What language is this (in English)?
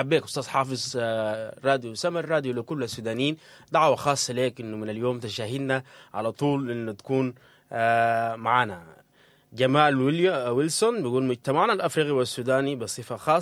Sudanese Arabic